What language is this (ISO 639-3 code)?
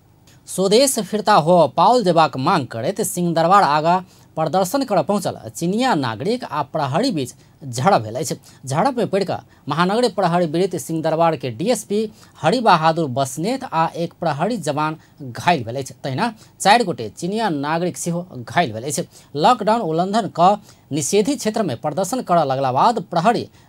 mai